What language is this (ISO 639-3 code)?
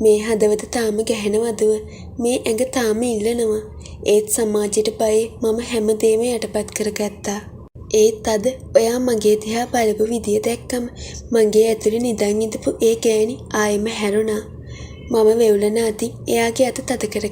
sin